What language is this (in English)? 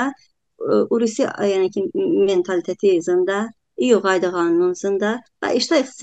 Talysh